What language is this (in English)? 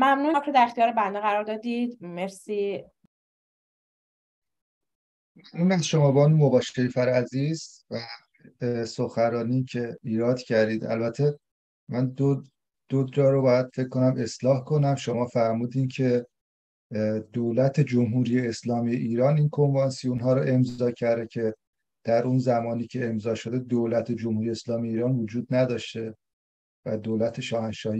Persian